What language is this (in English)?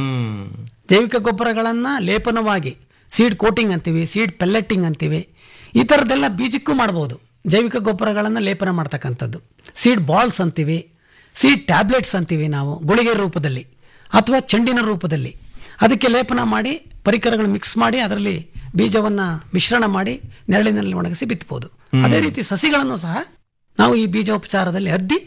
Kannada